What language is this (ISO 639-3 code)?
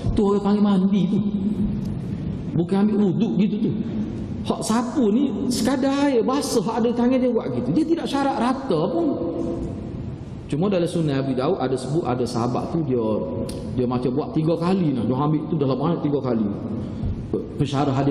msa